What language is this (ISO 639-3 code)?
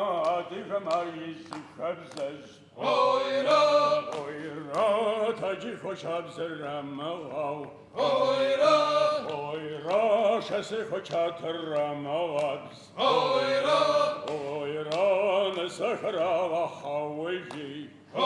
ady